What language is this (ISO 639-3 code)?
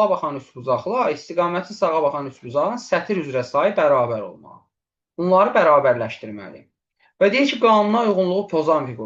aze